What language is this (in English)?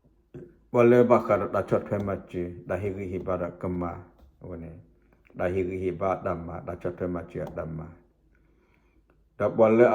S'gaw Karen